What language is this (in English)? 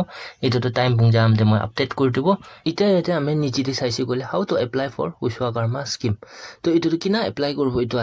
Naga Pidgin